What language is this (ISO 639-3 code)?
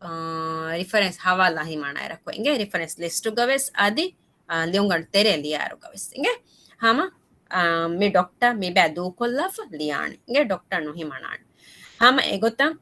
div